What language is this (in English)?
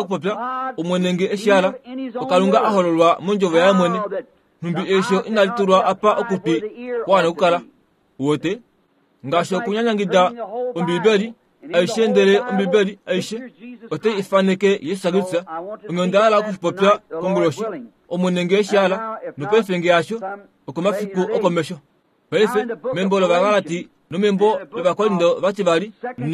Kuanyama